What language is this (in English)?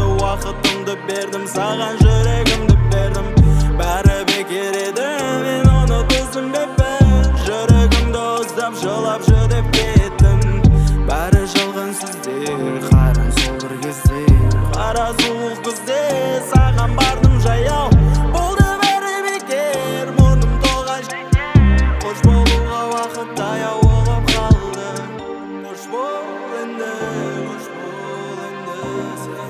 Kazakh